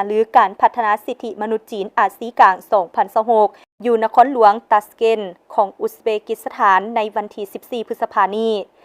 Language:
Lao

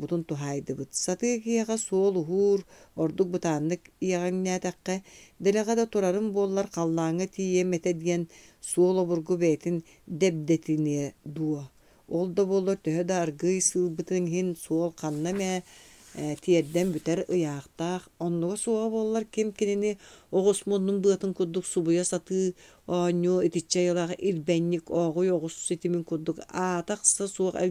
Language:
Yakut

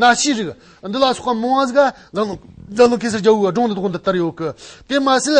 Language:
Amdo Tibetan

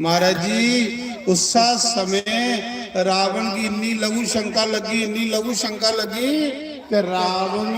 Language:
Dogri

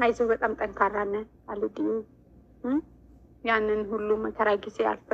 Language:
Amharic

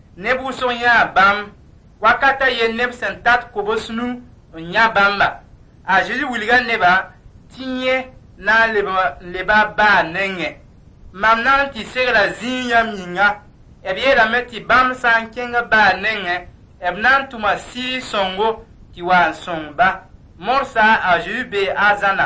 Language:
Mossi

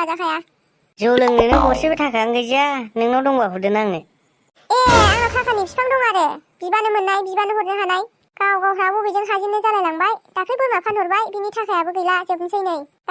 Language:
Bodo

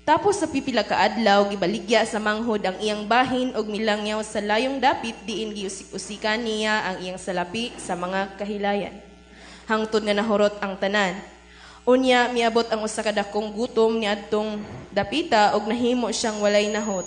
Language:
Cebuano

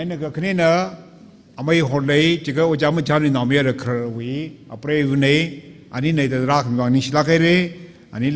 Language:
Tangkhul Naga (India)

